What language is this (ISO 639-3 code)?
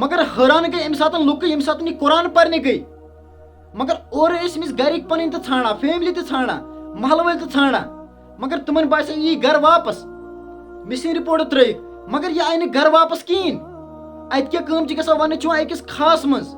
kas